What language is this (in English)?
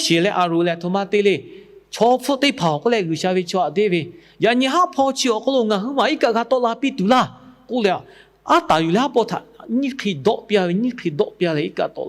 Lahu